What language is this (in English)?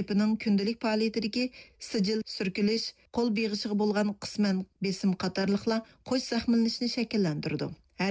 Uyghur